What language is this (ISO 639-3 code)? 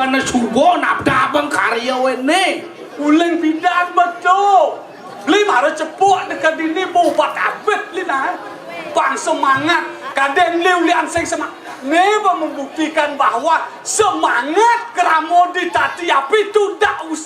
ban